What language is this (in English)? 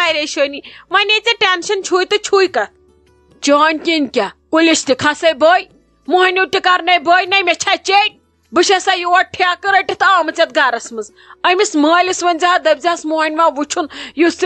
Kashmiri